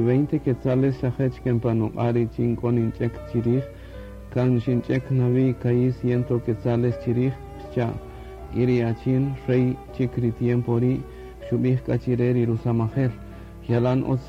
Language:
Kaqchikel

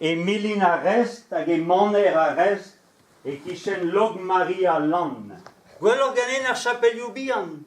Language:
Breton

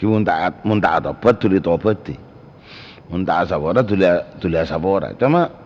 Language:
Madurese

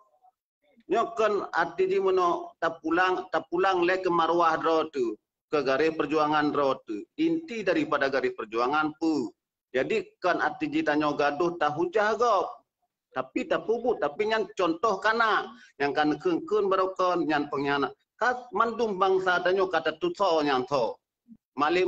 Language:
Achinese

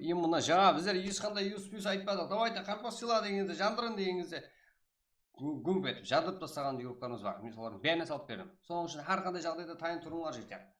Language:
Kara-Kalpak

